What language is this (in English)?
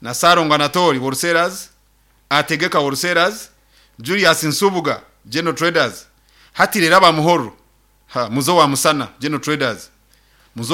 Nyankole